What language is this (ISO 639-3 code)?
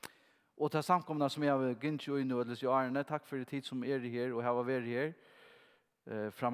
fao